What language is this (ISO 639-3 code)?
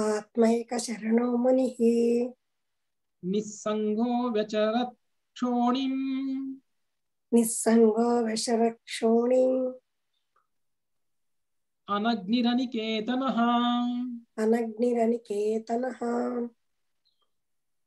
tel